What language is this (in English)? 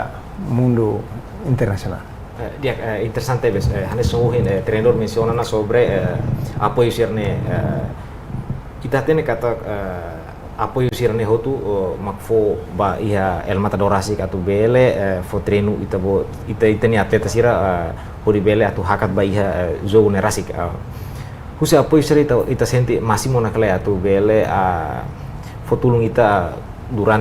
Tetum